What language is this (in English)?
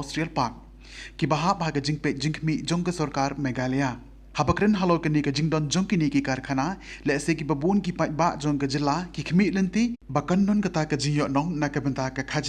Khasi